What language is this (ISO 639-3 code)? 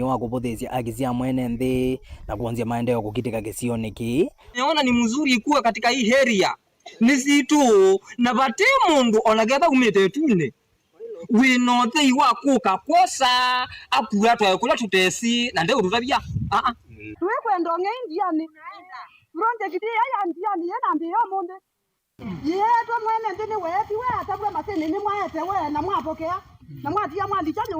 kam